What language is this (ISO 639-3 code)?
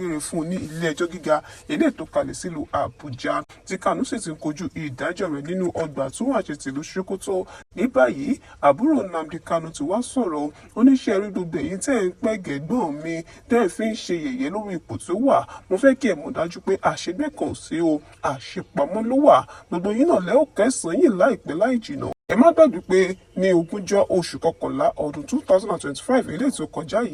yor